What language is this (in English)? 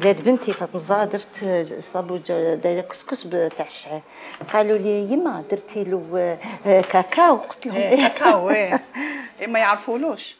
Algerian Arabic